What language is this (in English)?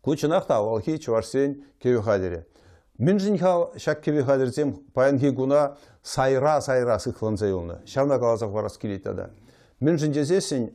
Chuvash